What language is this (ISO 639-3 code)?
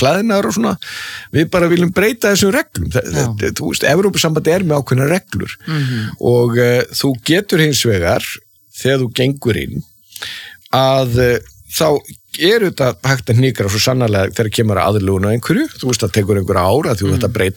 isl